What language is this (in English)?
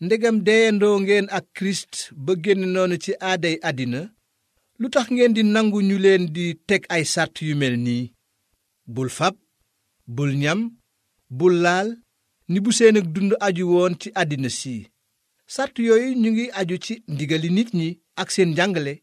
Wolof